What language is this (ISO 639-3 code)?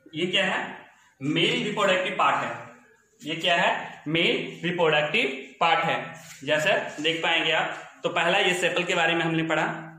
hin